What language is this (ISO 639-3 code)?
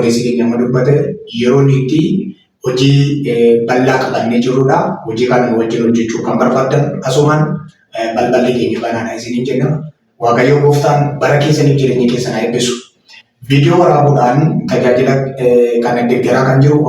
orm